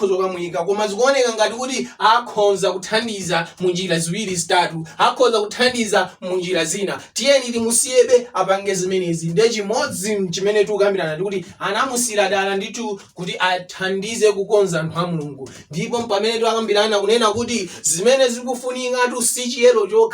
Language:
Nyanja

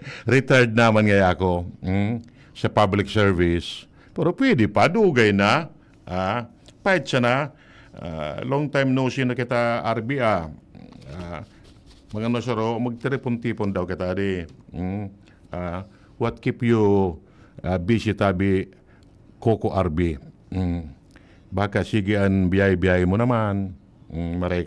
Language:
Bikol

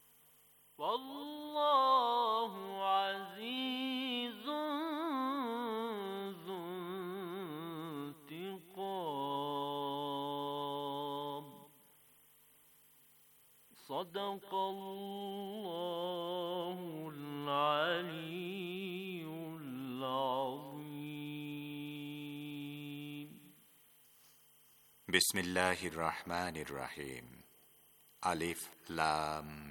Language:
Bangla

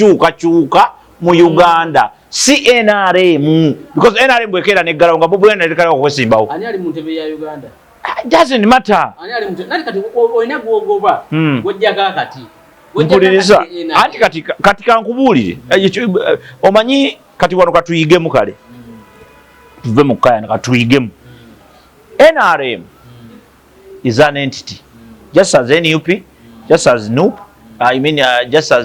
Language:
Ganda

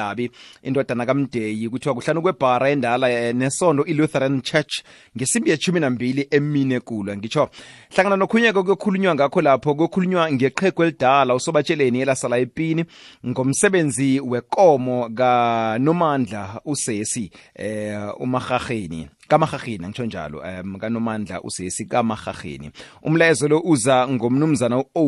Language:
South Ndebele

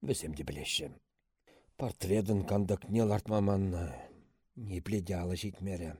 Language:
Chuvash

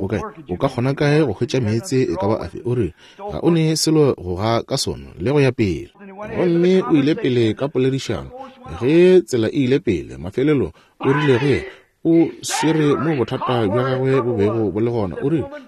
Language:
Northern Sotho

